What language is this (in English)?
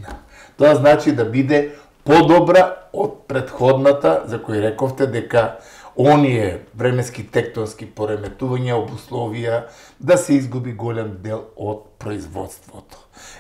Macedonian